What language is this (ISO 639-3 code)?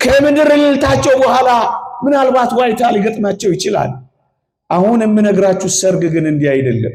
amh